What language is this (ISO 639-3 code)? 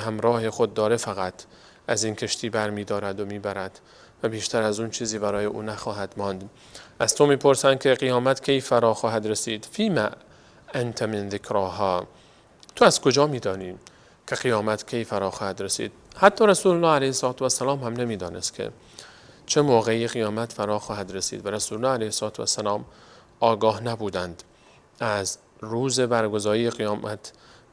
fas